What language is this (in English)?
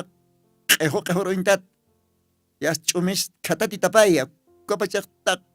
Aymara